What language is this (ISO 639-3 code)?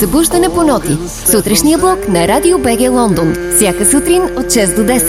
bul